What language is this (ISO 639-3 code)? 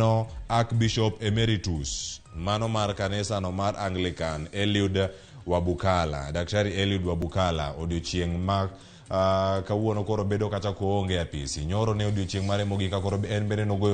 luo